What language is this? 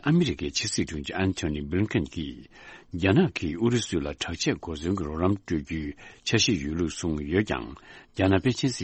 Tibetan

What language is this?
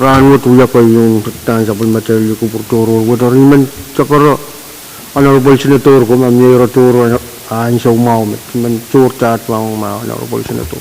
Pohnpeian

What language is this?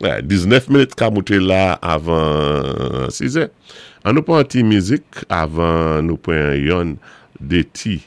Saint Lucian Creole French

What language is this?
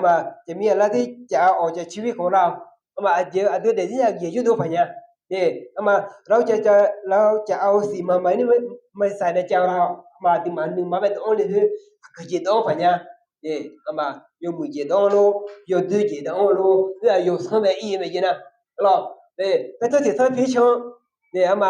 Akha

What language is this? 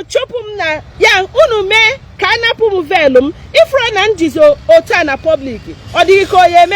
Igbo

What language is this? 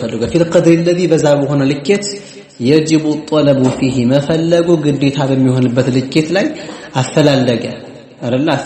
Amharic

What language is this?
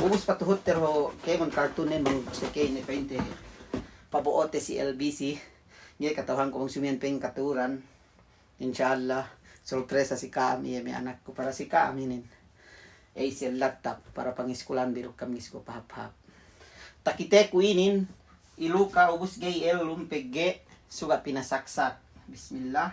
Yakan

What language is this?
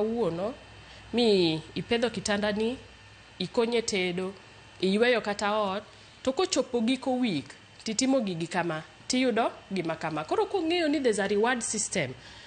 Luo (Kenya and Tanzania)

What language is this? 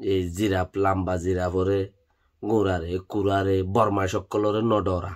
Rohingya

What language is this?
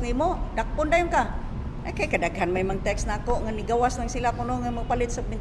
Cebuano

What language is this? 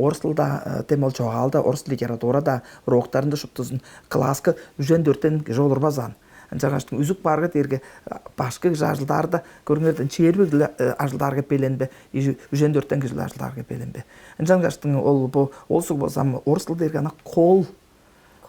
Tuvinian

